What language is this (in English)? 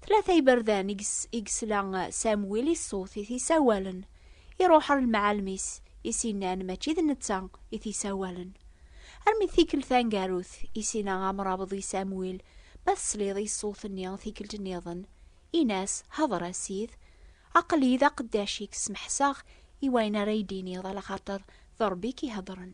Kabyle